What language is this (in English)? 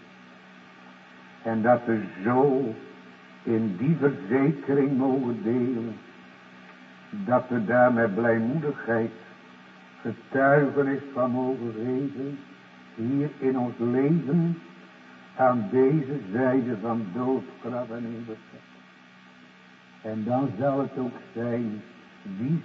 Dutch